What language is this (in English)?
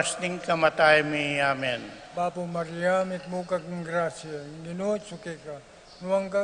Pampanga